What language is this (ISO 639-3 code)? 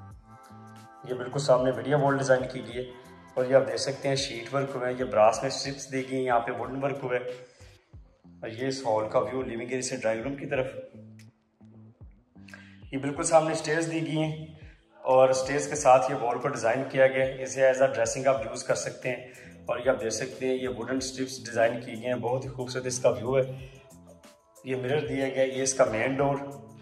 hin